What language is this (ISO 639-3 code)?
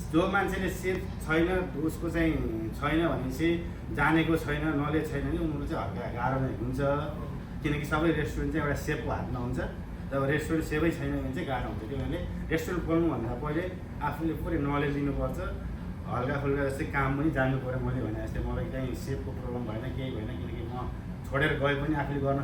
nep